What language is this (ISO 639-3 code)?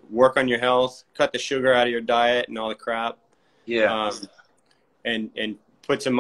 eng